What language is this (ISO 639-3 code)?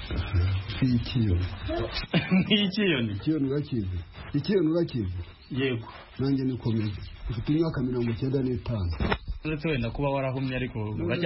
kin